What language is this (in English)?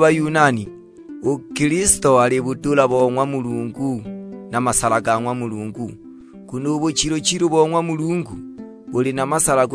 Sukuma